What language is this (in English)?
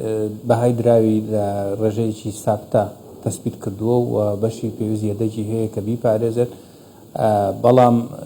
Central Kurdish